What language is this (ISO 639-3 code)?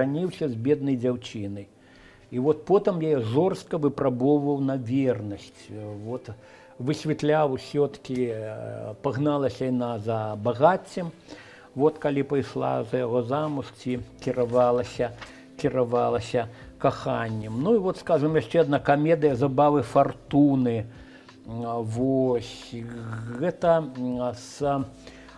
bel